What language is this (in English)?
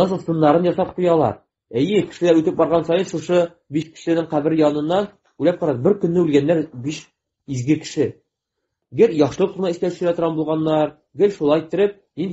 Tatar